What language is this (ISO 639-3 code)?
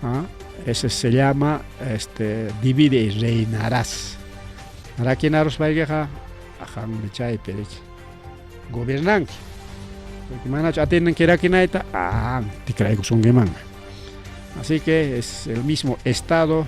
quy